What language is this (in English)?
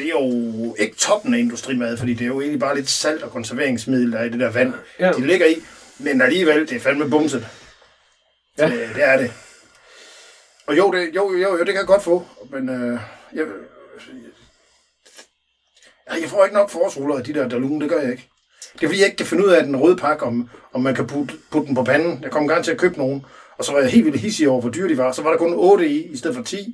Danish